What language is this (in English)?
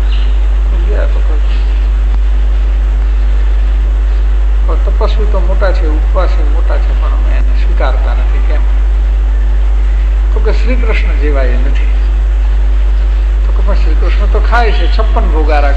Gujarati